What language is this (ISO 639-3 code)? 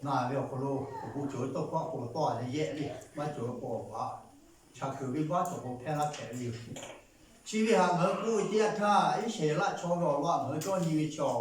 lhu